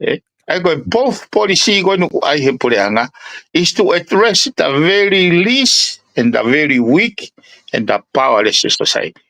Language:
Tongan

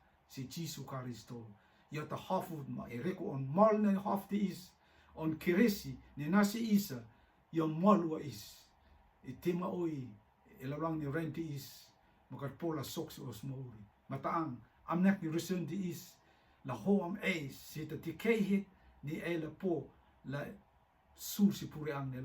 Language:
Rotuman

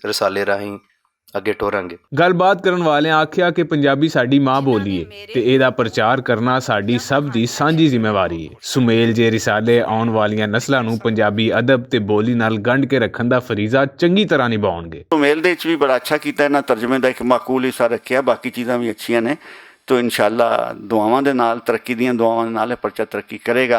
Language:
Western Panjabi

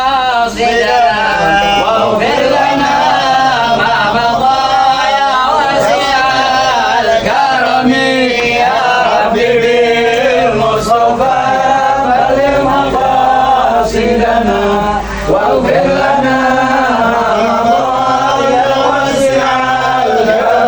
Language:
Musi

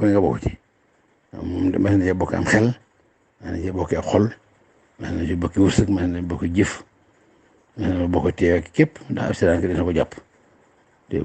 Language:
Wolof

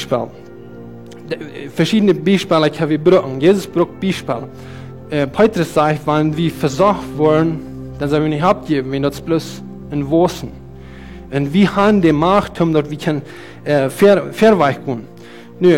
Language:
Plautdietsch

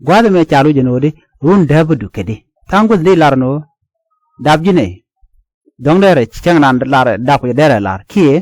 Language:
Nuer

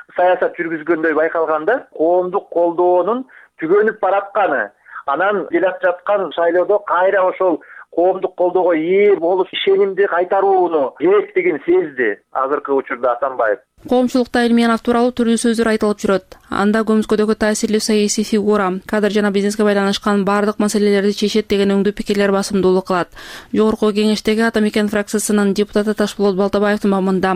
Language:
Kyrgyz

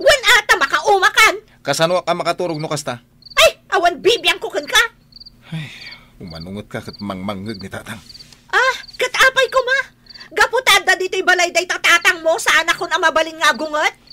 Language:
Iloko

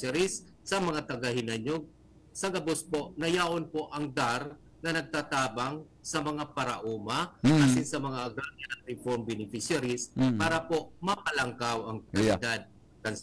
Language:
Bikol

